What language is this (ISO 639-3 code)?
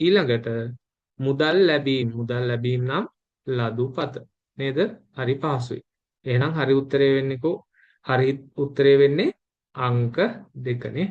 sin